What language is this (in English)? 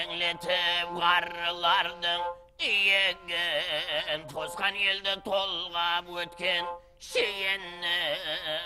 Kara-Kalpak